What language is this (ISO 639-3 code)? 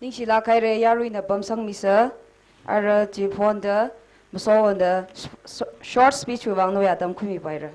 nmf